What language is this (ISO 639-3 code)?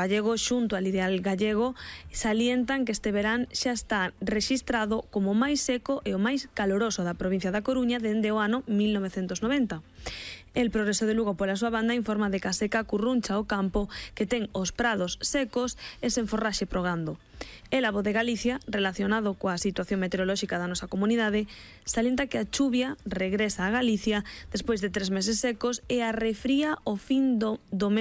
glg